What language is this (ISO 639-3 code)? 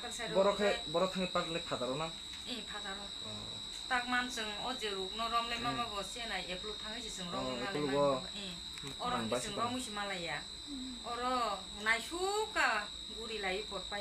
trp